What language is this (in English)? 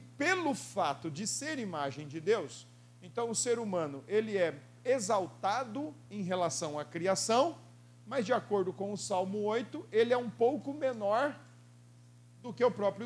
Portuguese